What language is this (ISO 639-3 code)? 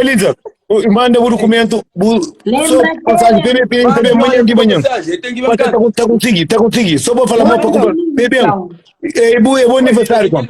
kea